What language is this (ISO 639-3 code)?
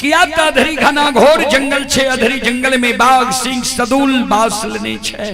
mai